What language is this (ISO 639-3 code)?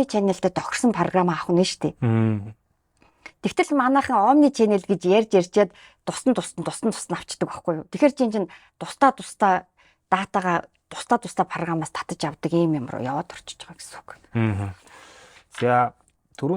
mon